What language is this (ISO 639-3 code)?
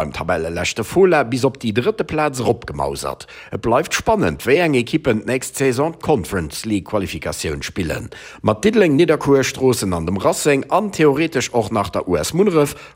ltz